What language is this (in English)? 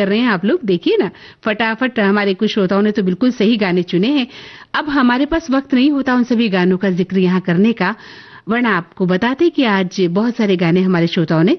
Hindi